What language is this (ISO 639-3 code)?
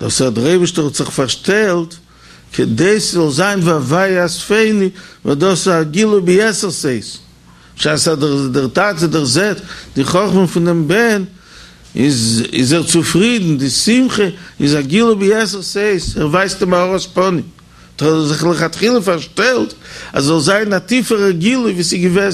yid